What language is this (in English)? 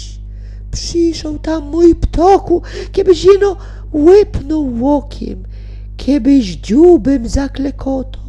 Silesian